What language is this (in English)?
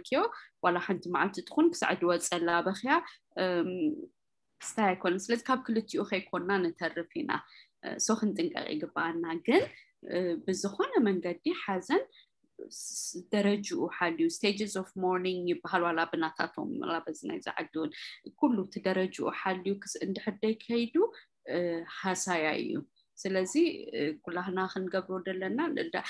Tigrinya